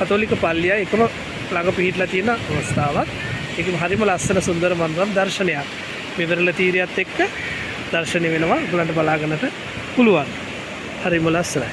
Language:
Sinhala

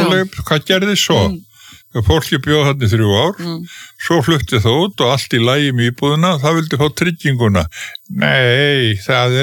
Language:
Icelandic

